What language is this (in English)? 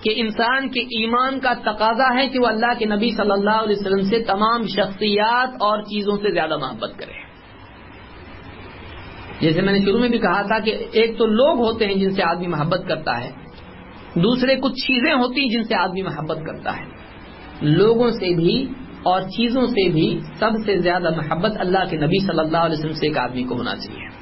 Urdu